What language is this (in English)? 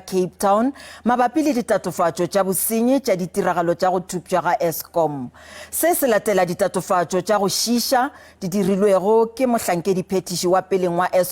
Northern Sotho